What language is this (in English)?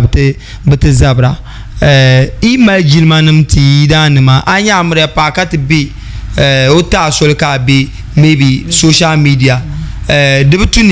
Dagbani